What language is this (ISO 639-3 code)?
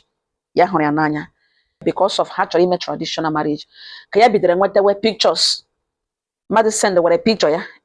ibo